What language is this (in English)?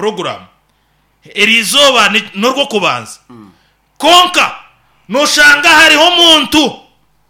Nyankole